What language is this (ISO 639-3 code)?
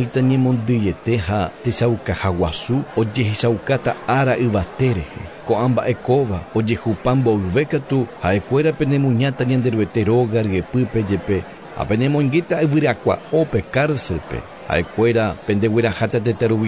grn